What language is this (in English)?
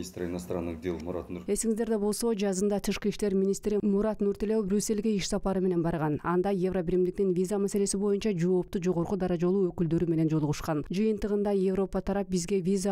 Kyrgyz